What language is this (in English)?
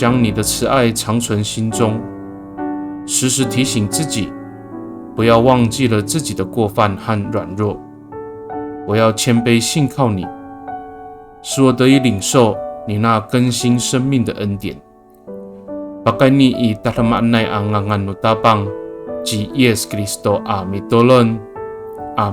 Amis